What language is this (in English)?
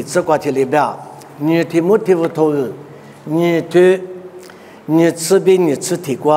Lisu